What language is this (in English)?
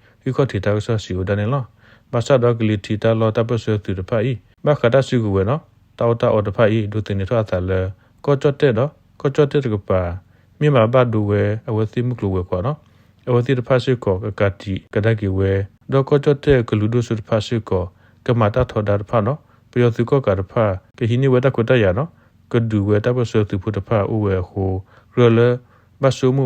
S'gaw Karen